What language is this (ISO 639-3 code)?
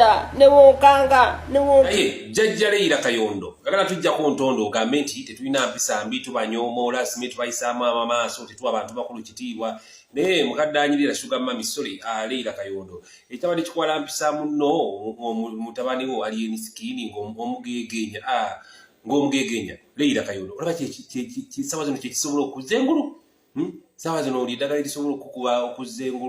lug